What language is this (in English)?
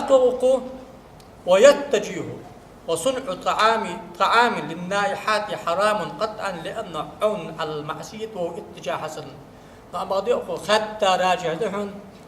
Ingush